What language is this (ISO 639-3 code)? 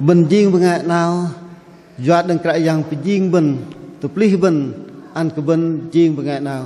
bdq